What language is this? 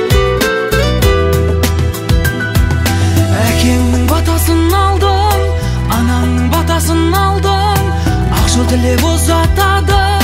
Kazakh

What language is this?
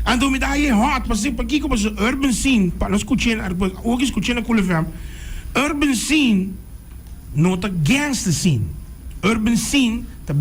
Papiamento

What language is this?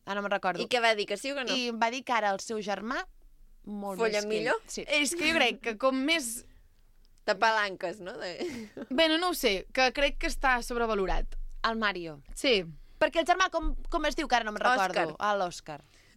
Catalan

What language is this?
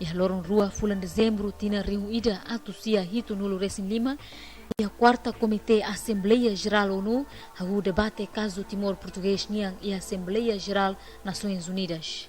Tetum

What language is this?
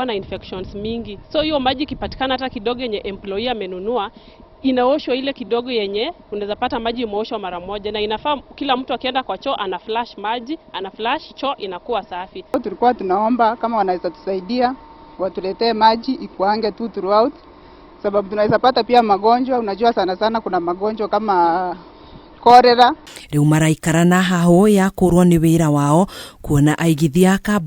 Kikuyu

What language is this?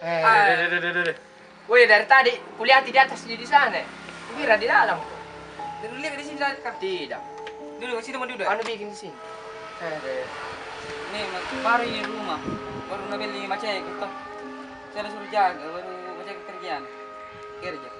Makassar Malay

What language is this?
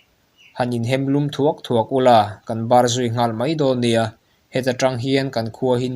Mizo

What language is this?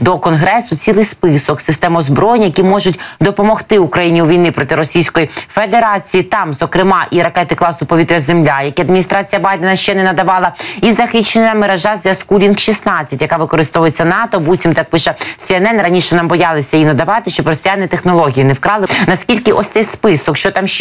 Ukrainian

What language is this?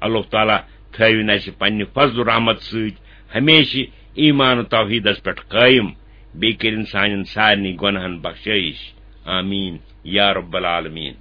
Kashmiri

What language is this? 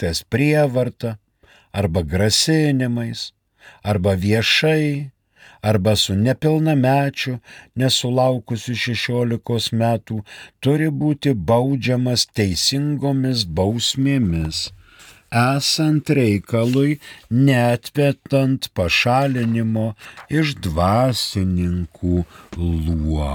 Lithuanian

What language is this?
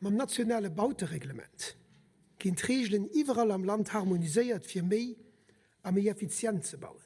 Luxembourgish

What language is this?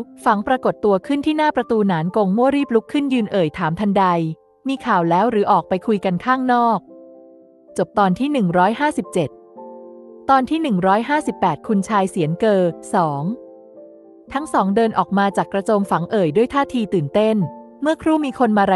Thai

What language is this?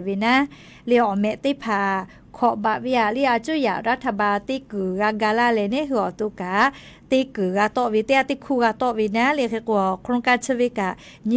Lahu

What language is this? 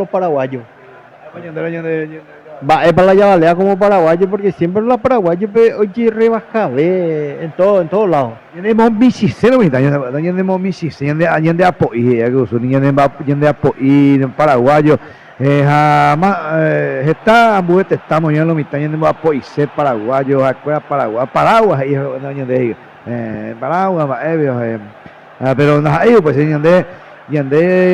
Guarani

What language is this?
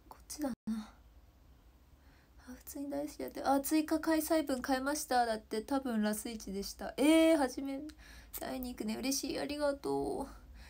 Japanese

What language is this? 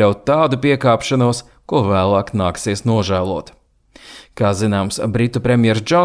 Latvian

